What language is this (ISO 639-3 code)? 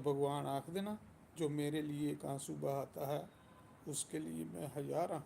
doi